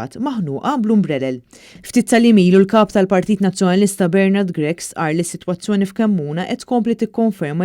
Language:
Maltese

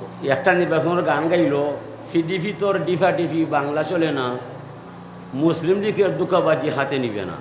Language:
Sylheti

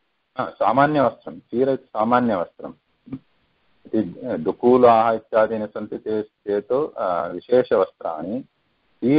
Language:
Sanskrit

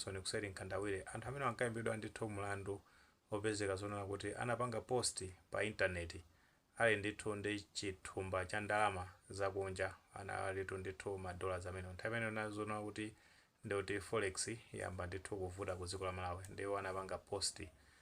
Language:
Nyanja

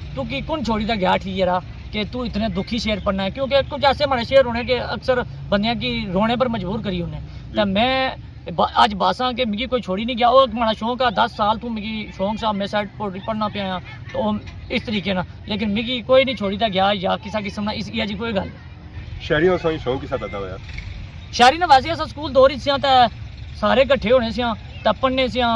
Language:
Pahari-Potwari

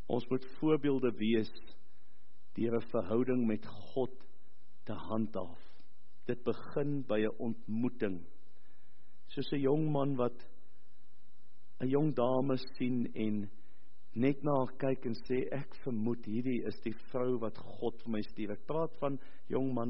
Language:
Afrikaans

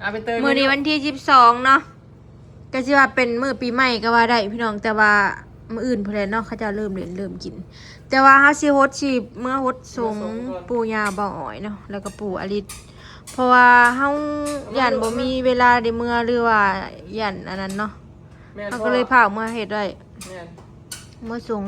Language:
Northeastern Thai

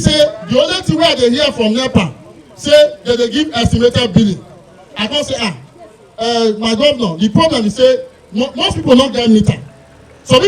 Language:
Nigerian Pidgin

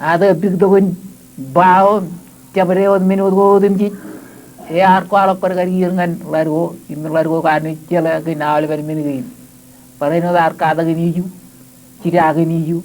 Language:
Marshallese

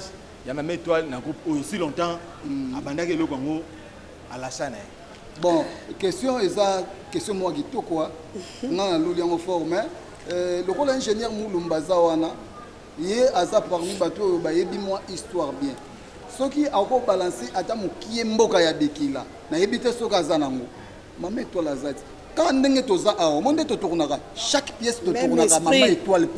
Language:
Lingala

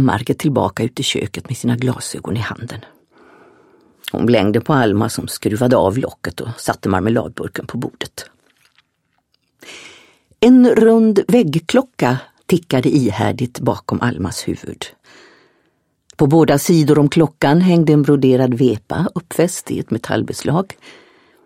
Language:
Swedish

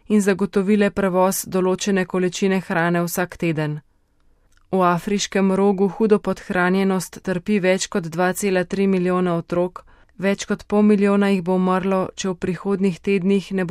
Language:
Slovenian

